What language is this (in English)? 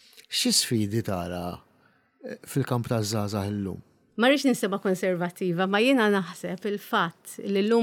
Maltese